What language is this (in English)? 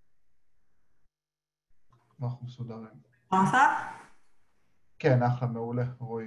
Hebrew